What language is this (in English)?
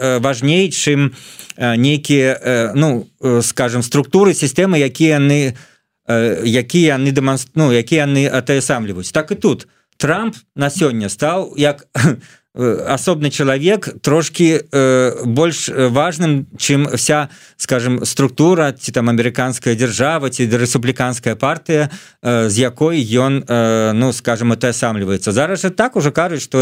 Belarusian